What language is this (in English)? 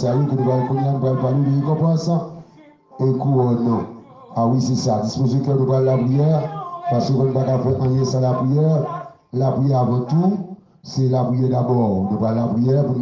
Haitian Creole